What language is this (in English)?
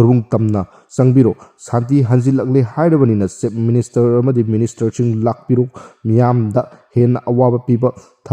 Manipuri